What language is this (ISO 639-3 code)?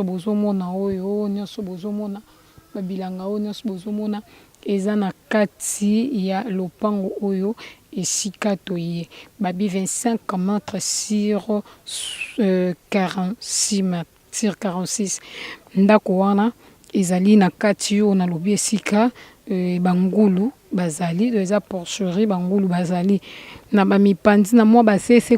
lin